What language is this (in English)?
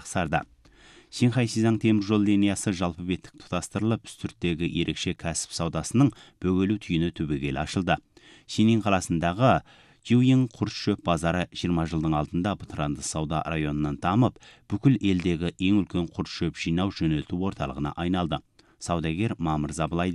Kazakh